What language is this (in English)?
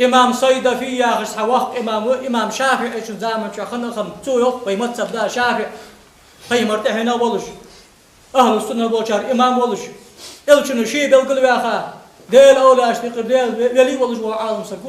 Ingush